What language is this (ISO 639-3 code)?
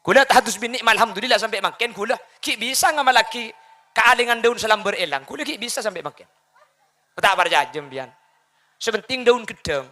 mad